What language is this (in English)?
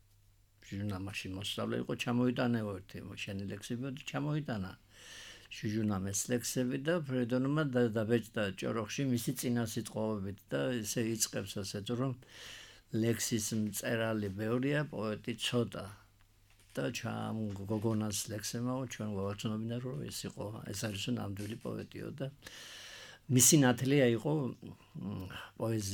Georgian